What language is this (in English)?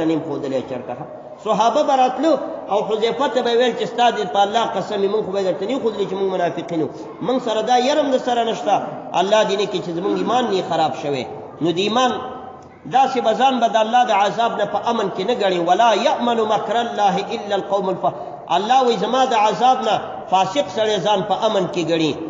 Pashto